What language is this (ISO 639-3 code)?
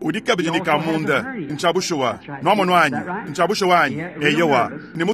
lua